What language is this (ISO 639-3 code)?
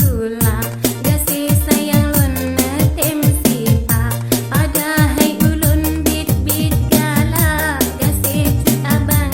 ace